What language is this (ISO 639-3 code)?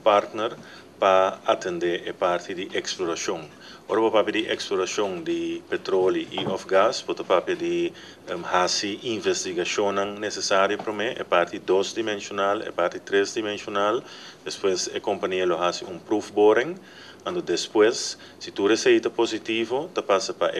pap